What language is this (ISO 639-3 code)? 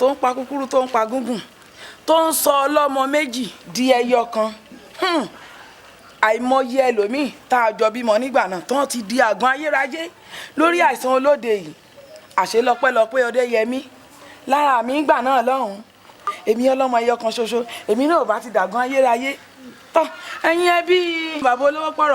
yor